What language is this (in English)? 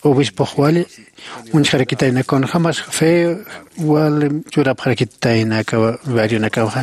Aymara